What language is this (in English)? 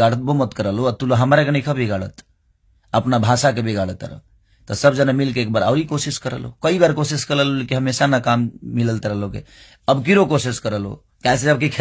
Bhojpuri